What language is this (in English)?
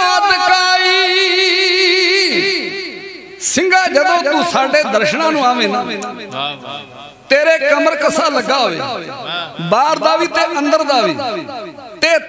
Punjabi